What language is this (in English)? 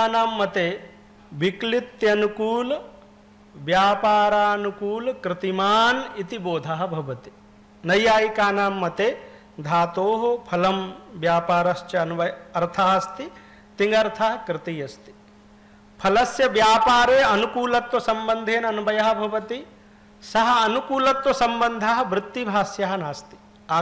Sanskrit